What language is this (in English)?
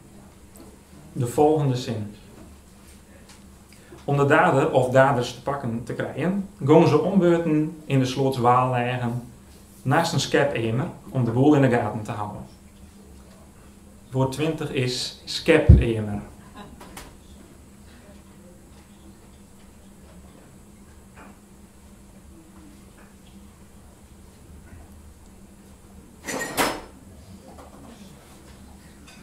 Dutch